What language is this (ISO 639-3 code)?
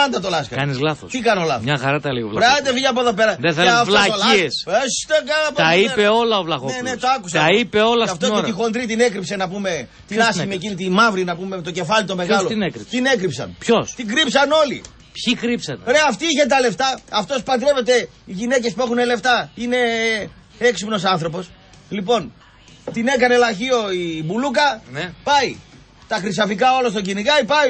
ell